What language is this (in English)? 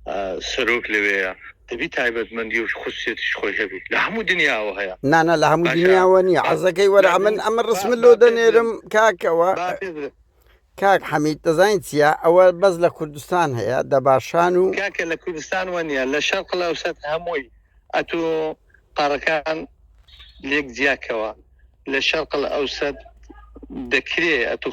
Central Kurdish